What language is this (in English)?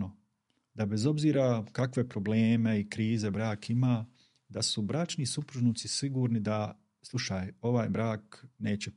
Bosnian